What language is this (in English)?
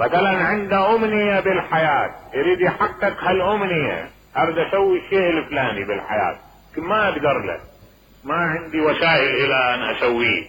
Mesopotamian Arabic